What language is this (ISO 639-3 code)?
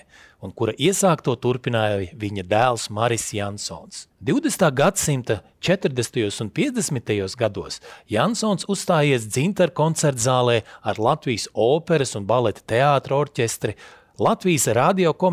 lav